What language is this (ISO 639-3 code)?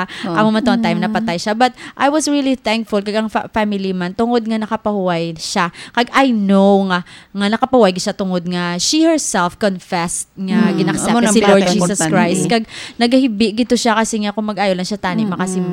hil